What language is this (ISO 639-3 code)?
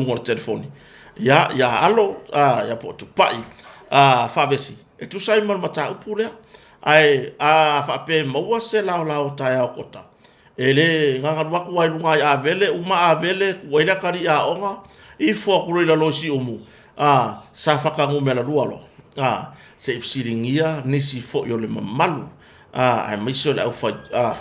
smo